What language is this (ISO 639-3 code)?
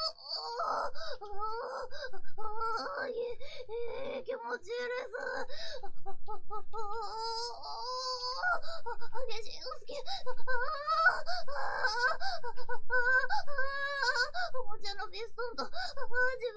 jpn